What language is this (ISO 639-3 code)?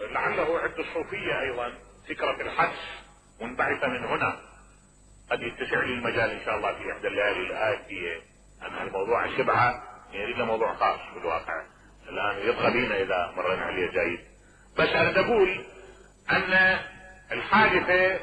acm